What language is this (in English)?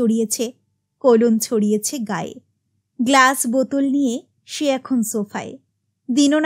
Bangla